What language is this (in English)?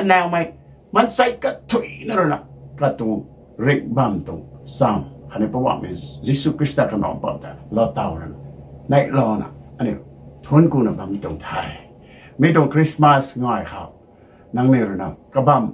Rongmei Naga